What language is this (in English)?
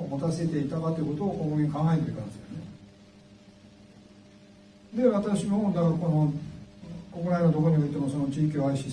Japanese